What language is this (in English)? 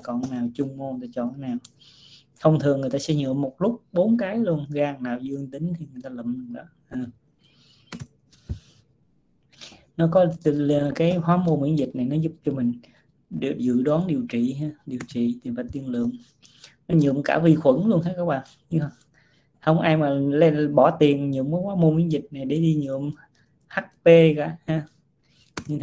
Vietnamese